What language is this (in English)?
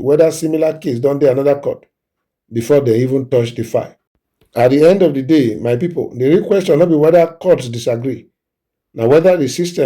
Nigerian Pidgin